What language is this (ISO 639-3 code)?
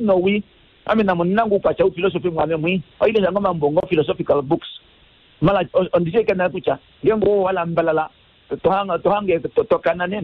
kua